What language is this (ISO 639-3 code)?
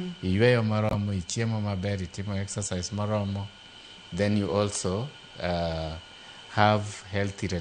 luo